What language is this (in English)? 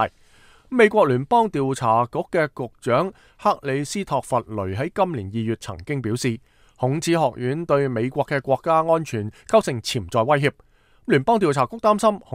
Cantonese